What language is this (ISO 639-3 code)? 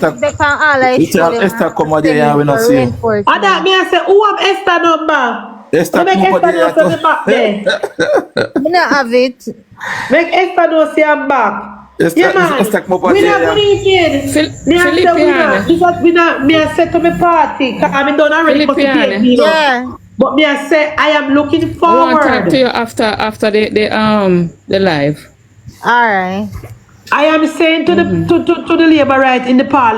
jam